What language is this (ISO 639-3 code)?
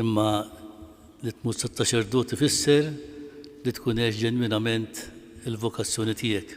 mlt